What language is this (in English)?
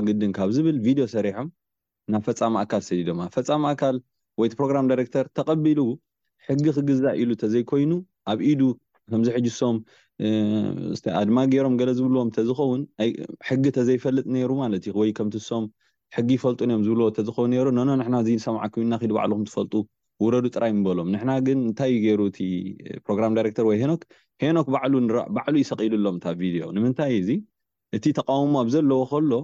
Tigrinya